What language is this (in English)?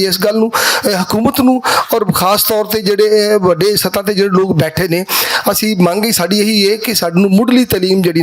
Western Panjabi